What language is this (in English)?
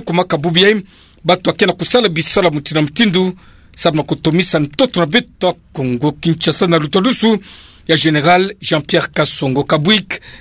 Kituba (Democratic Republic of Congo)